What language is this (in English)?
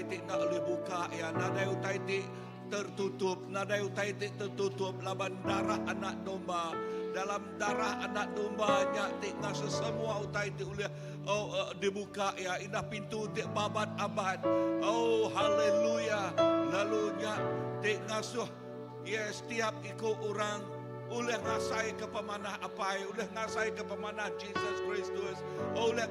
Iban